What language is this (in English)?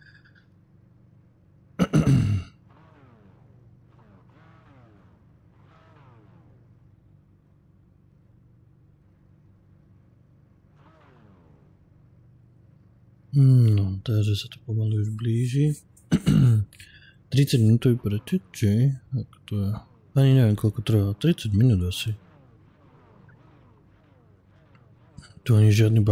Slovak